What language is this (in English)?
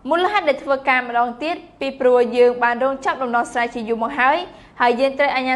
Khmer